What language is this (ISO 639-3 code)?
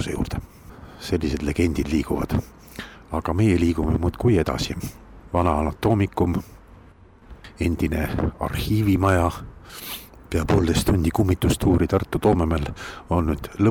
est